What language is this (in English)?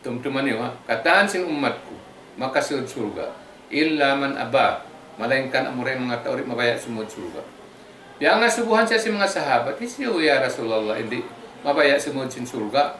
Tausug